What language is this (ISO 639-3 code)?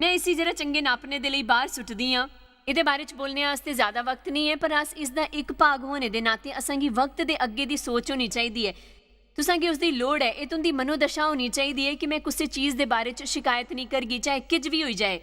doi